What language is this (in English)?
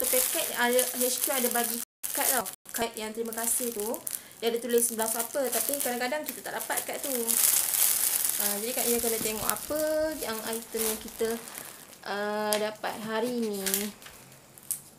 Malay